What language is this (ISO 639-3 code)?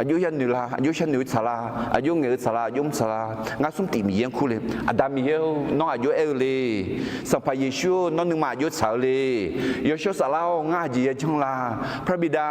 ahk